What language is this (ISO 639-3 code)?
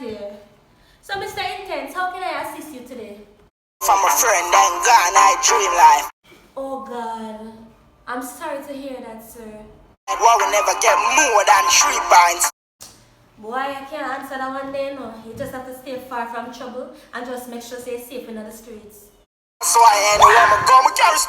jam